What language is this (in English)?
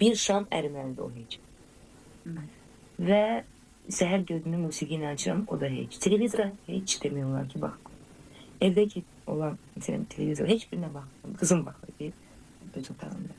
Azerbaijani